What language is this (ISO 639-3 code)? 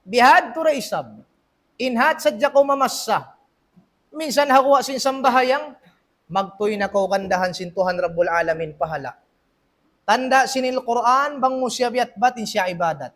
tsg